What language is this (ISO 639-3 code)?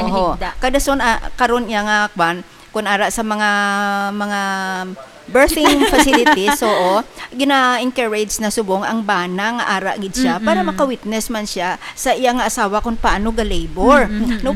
hil